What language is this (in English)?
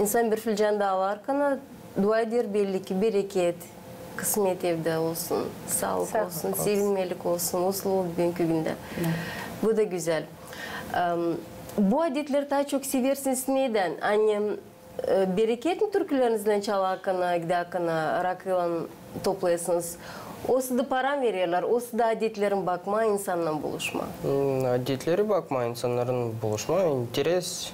Gagauz